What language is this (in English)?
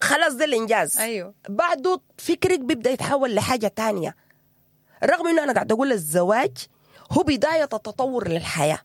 Sudanese Arabic